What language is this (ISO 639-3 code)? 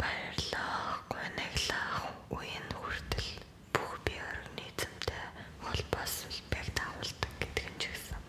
mon